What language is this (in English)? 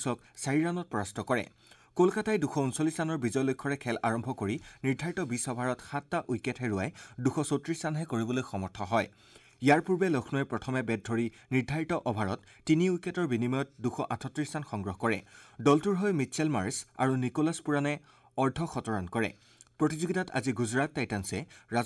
Assamese